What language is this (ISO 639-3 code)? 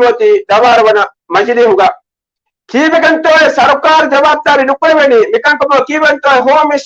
div